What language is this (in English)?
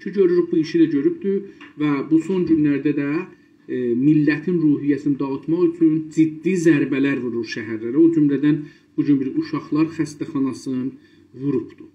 South Azerbaijani